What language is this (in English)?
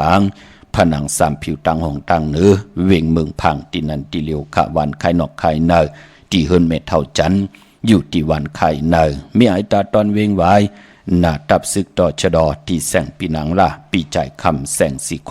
Shan